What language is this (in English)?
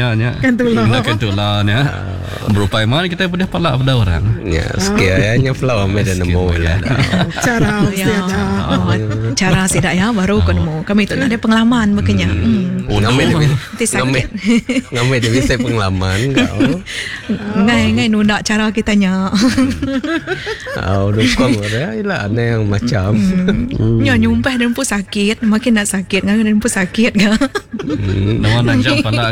Malay